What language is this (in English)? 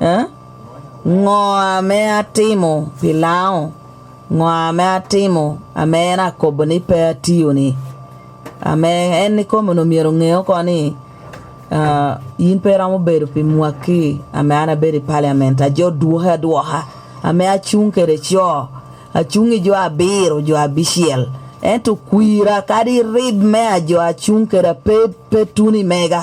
Lango (Uganda)